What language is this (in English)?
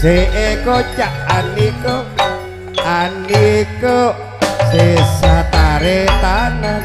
Madurese